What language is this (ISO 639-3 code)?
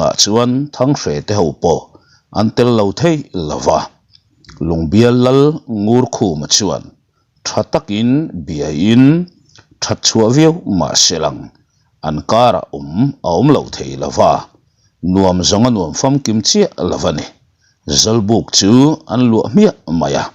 lus